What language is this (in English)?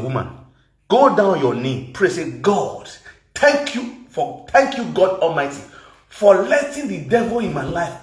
Nigerian Pidgin